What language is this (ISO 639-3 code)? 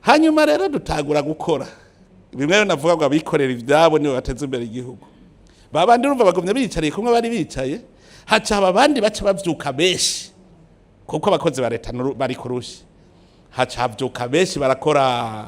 run